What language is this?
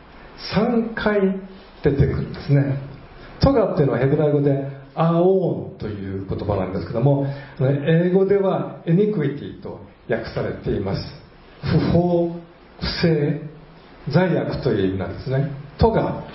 Japanese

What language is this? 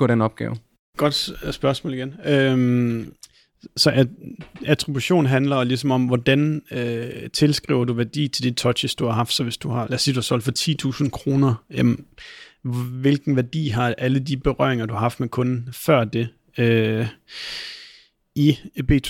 Danish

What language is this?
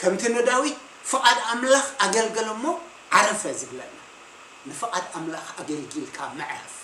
Tigrinya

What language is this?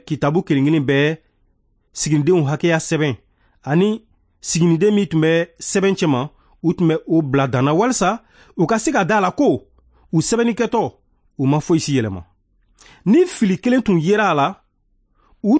Bambara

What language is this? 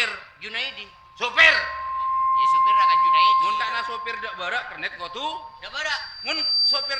Madurese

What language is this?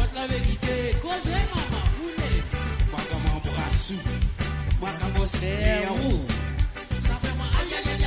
Morisyen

